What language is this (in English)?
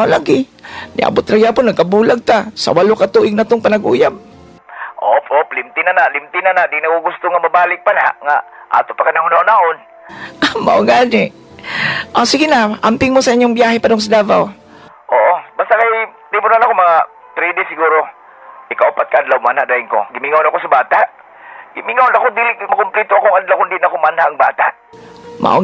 Cebuano